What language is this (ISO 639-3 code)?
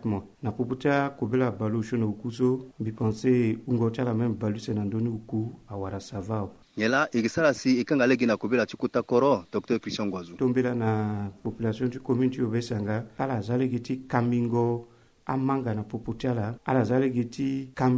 sag